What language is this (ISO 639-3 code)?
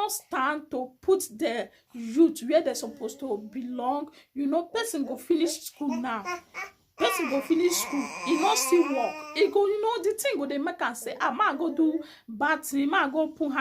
pcm